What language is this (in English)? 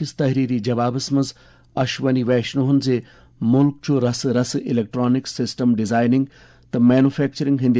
Kashmiri